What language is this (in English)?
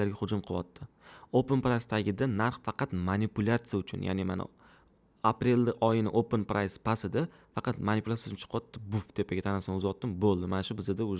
Uzbek